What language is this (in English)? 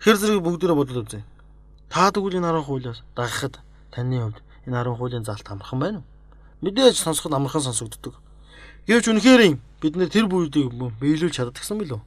Mongolian